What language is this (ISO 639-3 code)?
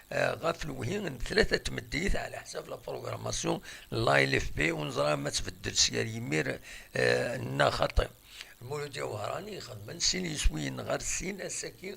kab